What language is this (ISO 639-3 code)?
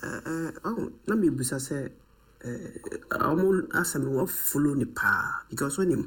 aka